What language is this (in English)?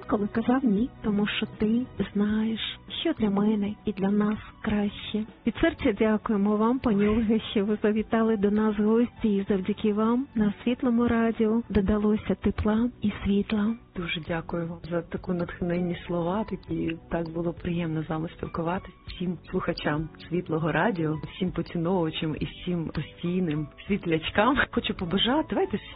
Ukrainian